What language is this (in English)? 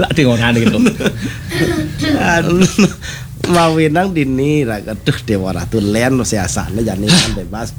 Balinese